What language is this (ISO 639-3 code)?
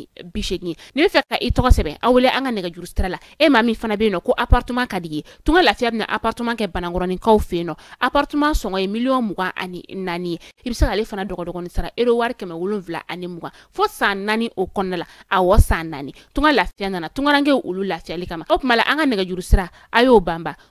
bam